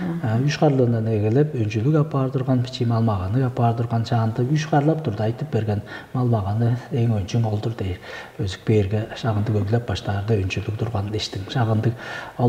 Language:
Tuvinian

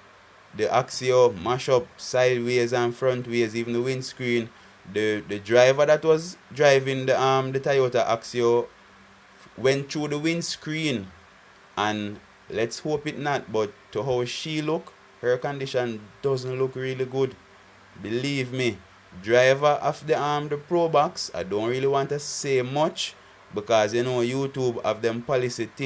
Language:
Jamaican Creole English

